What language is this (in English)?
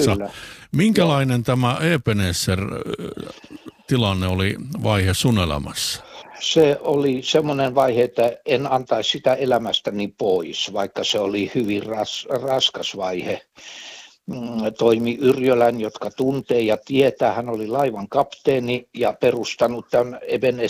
Finnish